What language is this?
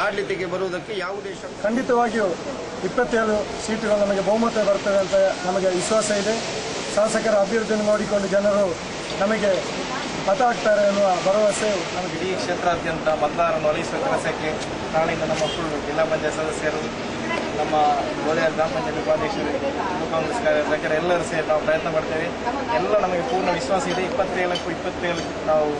Kannada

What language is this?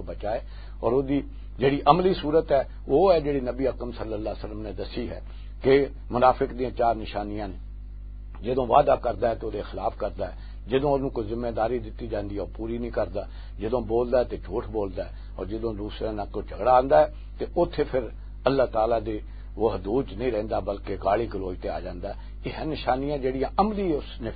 Western Panjabi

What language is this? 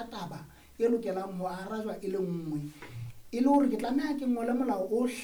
Southern Sotho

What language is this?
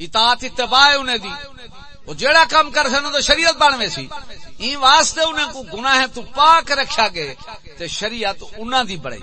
Saraiki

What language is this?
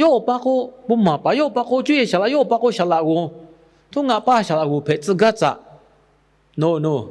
Lahu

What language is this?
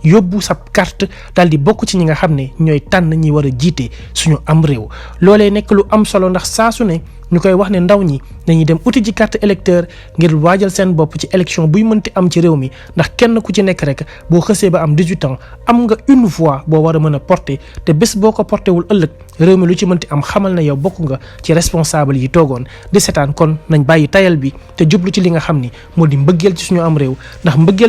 Wolof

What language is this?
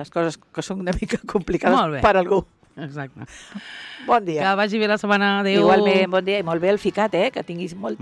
Catalan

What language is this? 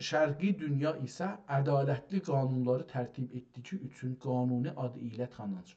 South Azerbaijani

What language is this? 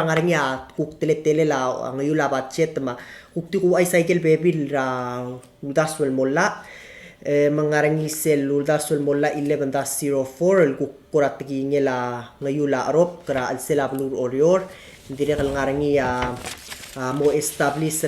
Palauan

